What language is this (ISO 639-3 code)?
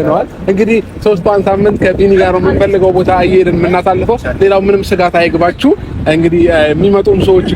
amh